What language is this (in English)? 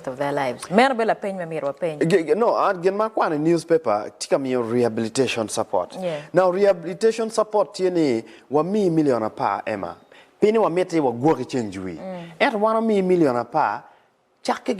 Acoli